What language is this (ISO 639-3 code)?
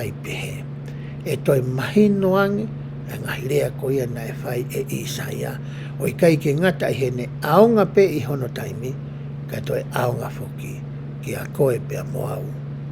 ton